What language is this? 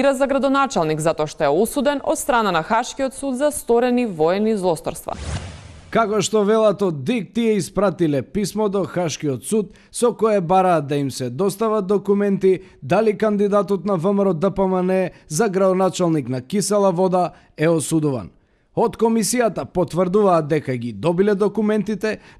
Macedonian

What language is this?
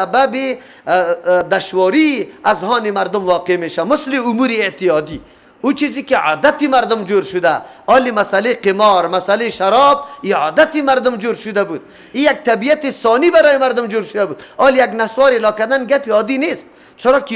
Persian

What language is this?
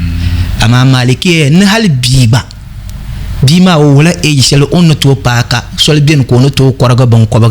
Dagbani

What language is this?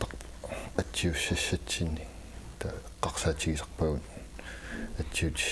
Kalaallisut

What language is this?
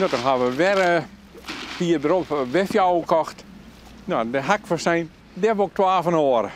Western Frisian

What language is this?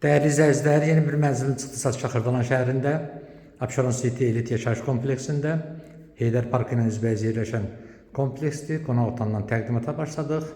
Azerbaijani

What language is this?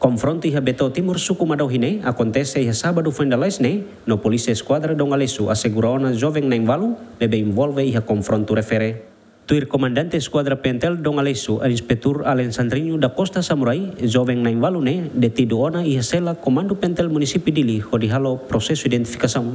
Tetum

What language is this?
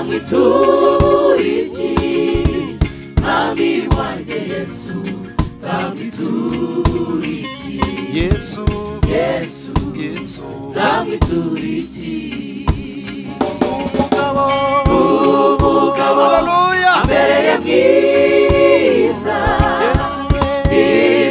Kinyarwanda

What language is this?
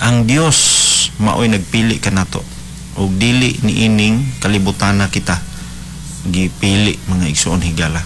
Cebuano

